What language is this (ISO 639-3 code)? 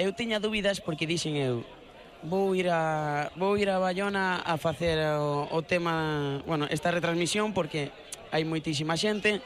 glg